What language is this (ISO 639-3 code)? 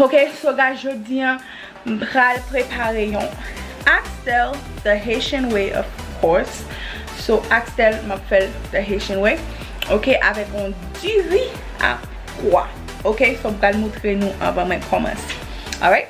hat